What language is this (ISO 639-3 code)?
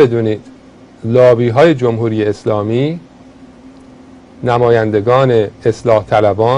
fas